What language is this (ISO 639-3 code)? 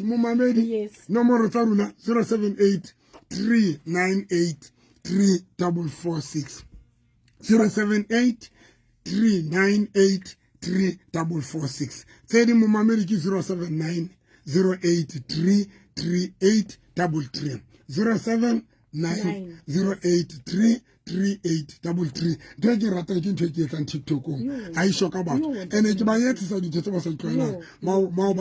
sot